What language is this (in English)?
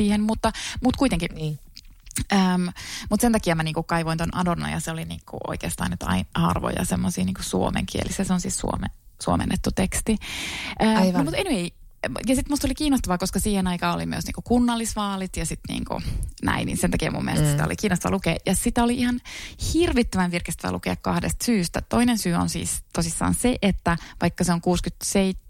Finnish